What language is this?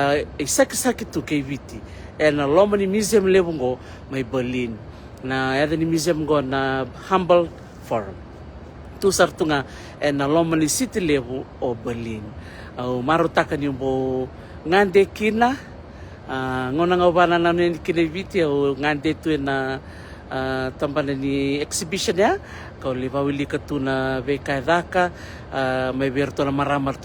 Fijian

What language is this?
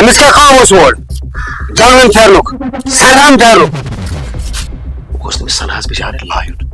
Kashmiri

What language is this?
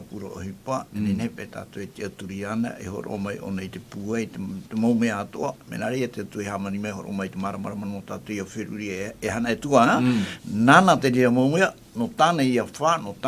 Tahitian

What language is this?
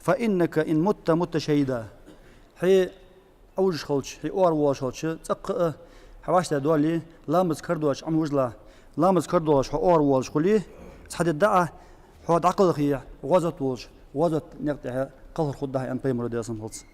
Ingush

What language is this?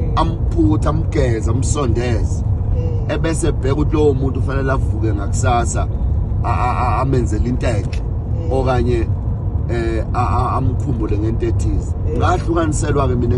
Zulu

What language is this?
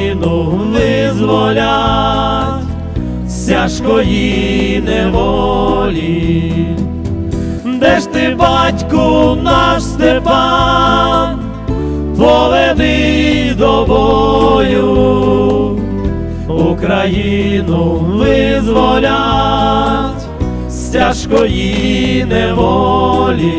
Ukrainian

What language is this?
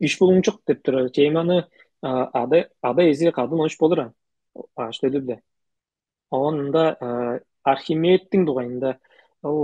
Tuvinian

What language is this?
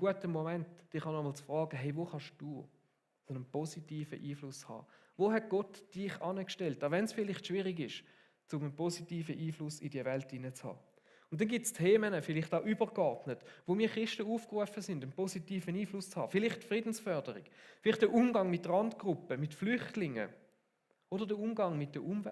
Swiss German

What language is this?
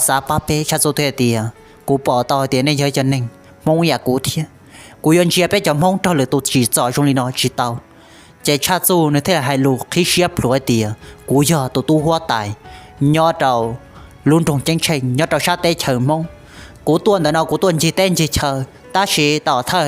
Hmong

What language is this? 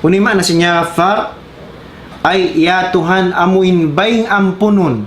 Tausug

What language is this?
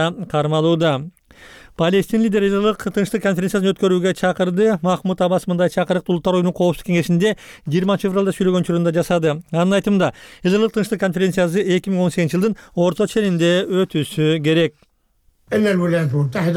Kyrgyz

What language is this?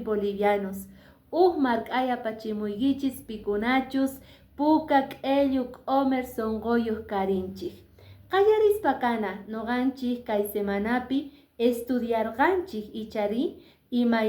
Quechua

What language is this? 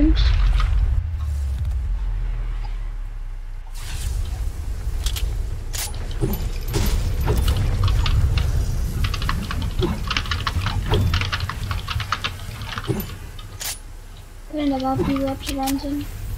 Danish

